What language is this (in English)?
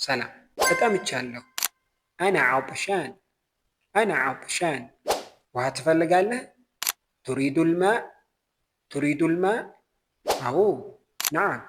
Amharic